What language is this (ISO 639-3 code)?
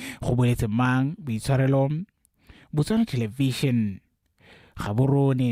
tsn